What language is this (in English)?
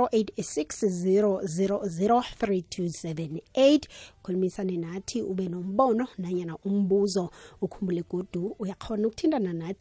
South Ndebele